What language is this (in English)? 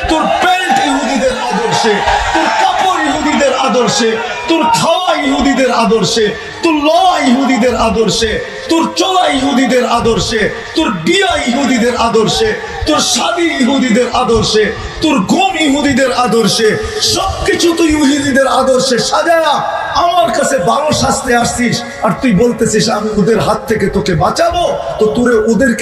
Bangla